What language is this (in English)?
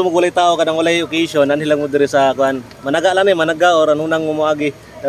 Cebuano